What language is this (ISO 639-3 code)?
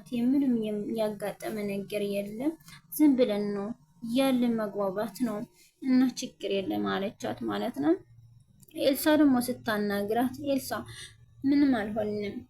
amh